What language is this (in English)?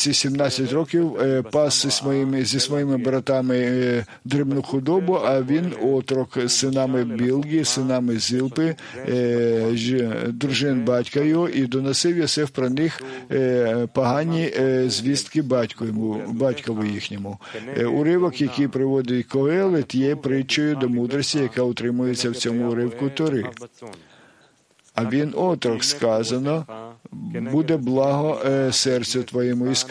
Ukrainian